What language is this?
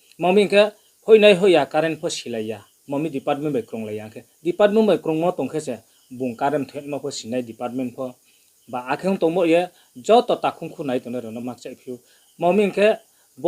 Riang (India)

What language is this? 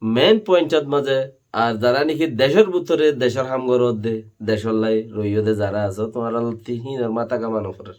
Rohingya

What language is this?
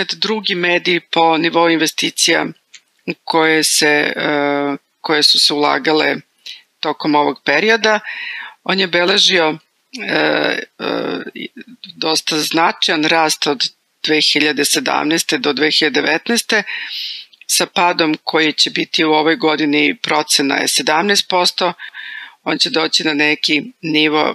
Serbian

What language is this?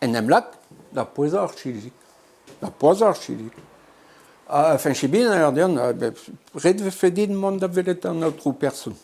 Breton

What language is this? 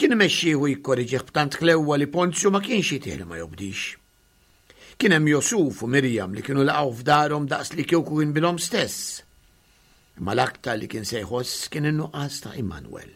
Maltese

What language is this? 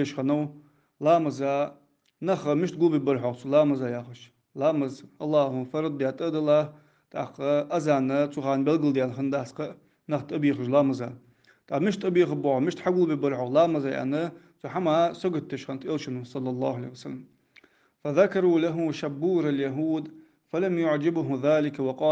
Ingush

